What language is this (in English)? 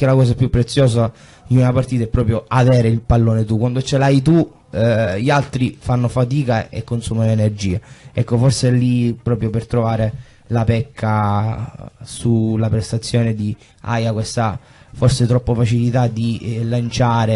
Italian